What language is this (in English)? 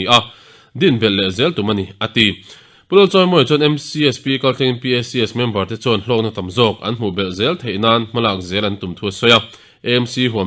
Mizo